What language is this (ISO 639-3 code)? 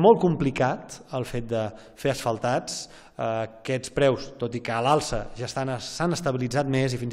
cat